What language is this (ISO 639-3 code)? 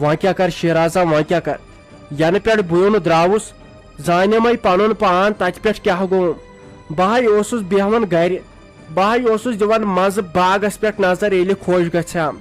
kas